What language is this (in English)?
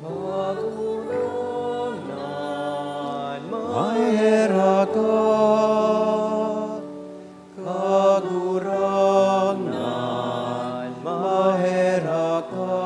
Bikol